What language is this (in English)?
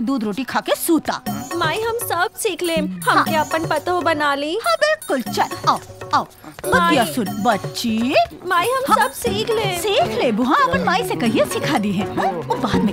Bhojpuri